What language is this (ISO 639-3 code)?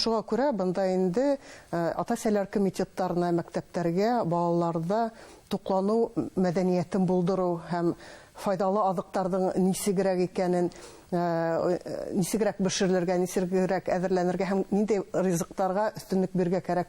bak